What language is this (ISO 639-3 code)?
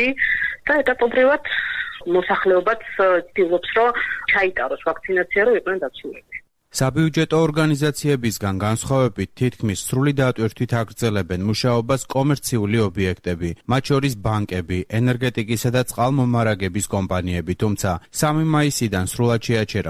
kat